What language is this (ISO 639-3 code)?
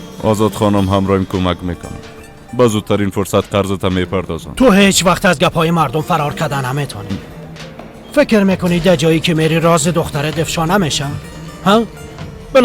fas